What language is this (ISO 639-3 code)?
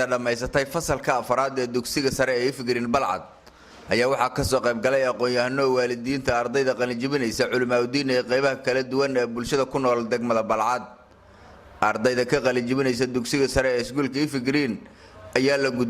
som